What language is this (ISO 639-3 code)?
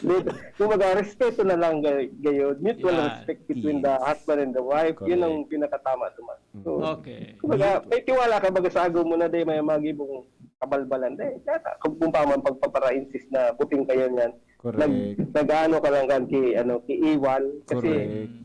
bik